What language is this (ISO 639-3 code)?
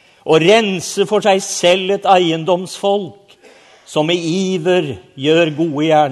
nor